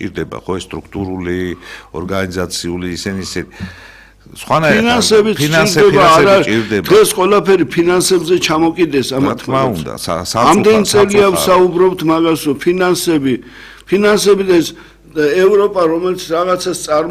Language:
Georgian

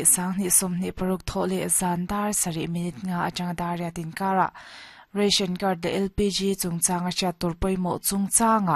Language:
Mizo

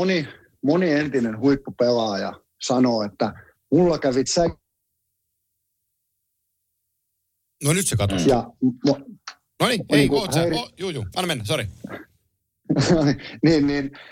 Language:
Finnish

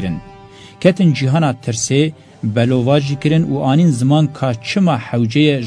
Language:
Kurdish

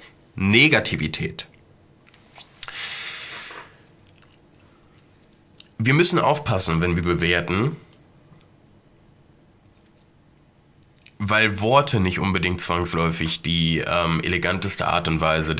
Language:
German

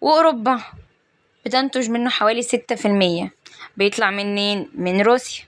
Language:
Egyptian Arabic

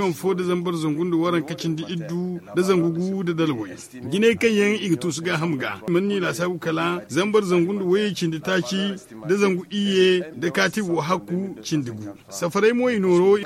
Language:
Zarma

